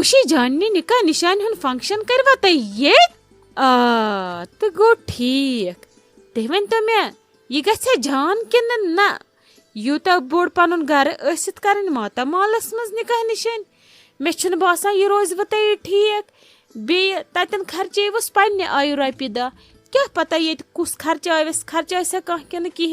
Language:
Kashmiri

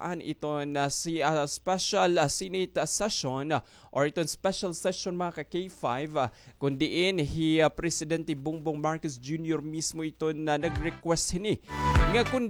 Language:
Waray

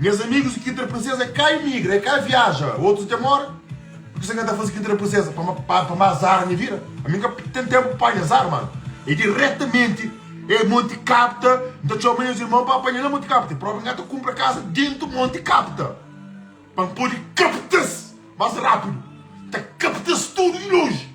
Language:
Kabuverdianu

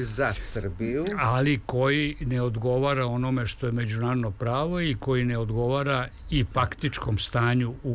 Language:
Serbian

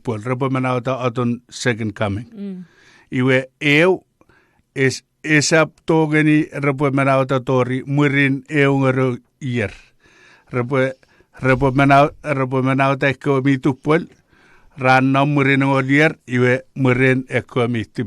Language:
Chuukese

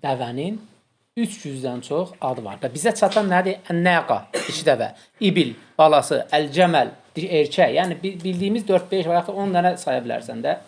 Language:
Azerbaijani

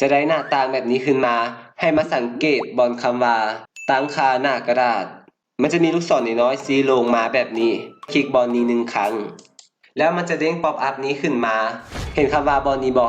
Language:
Lao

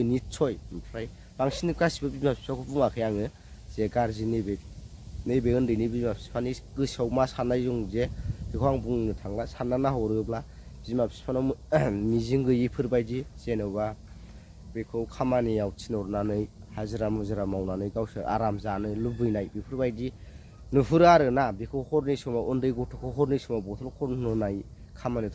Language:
Bodo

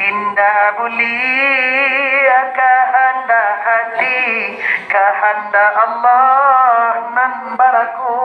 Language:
Minangkabau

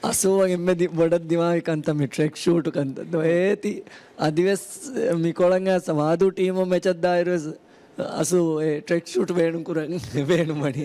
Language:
Divehi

